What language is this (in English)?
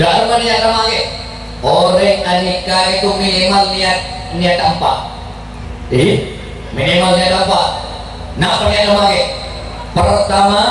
Madurese